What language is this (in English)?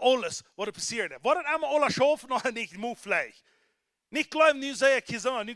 Plautdietsch